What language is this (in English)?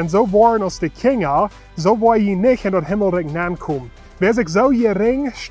Plautdietsch